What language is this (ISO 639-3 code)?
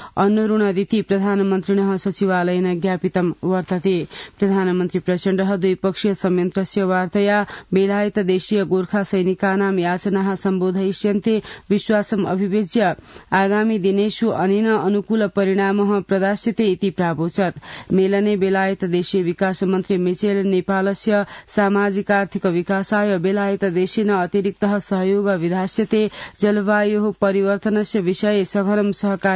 san